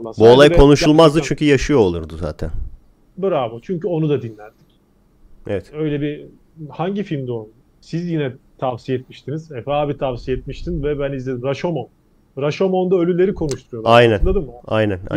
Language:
Turkish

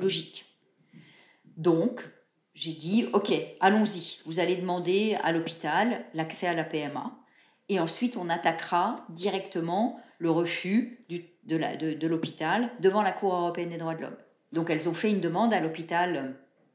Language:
French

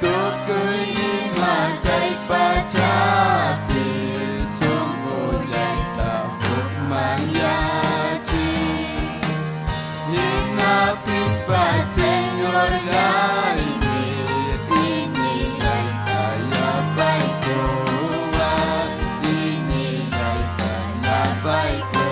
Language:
Ayacucho Quechua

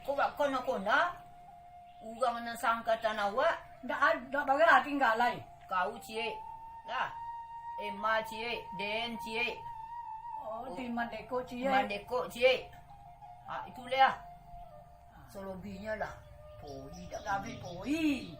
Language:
Minangkabau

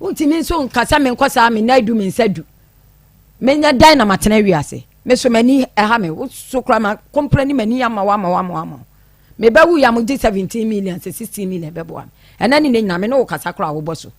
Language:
Akan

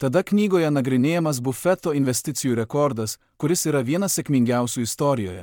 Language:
Lithuanian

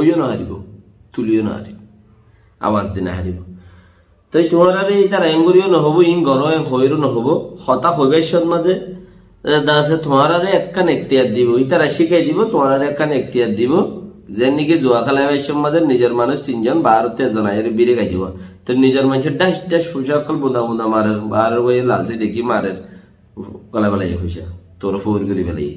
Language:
Rohingya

